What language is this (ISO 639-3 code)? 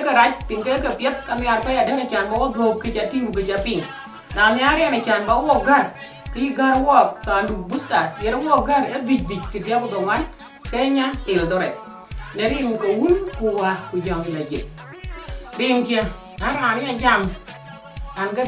din